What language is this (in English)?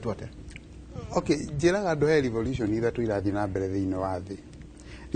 Kikuyu